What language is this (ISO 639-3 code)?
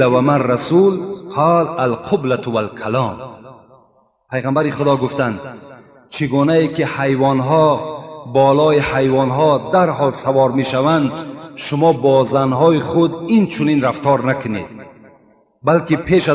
tgk